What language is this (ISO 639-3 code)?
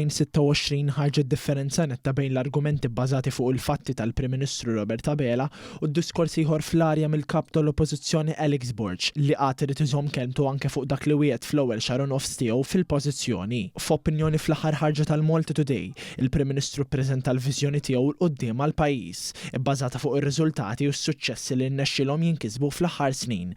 mlt